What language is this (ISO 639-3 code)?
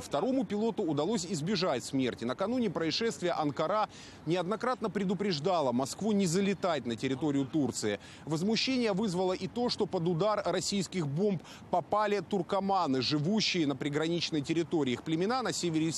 rus